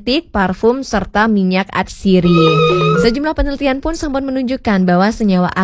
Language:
Balinese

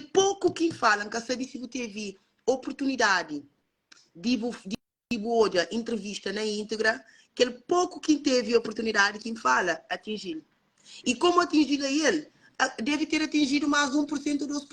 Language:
Kabuverdianu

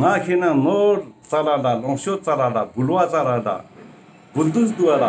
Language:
Tibetan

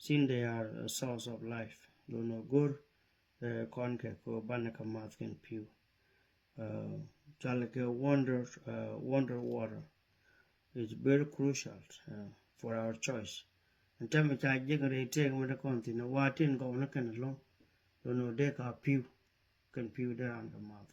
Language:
Nuer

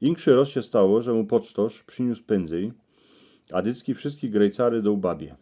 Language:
Silesian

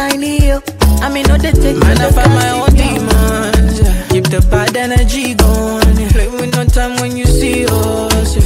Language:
English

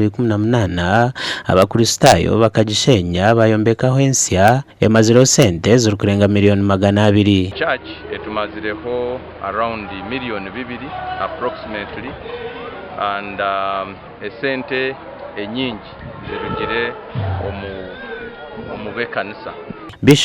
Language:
Nyankole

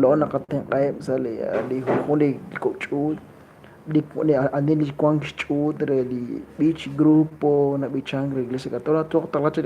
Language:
Kekchí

